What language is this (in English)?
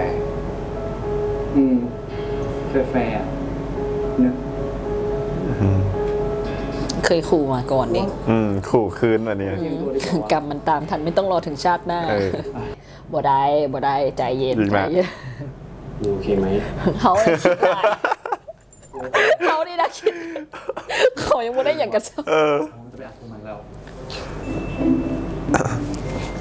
Thai